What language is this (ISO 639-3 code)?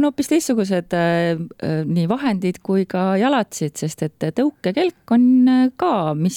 est